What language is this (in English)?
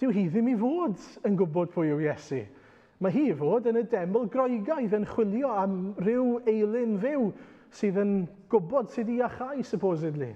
Welsh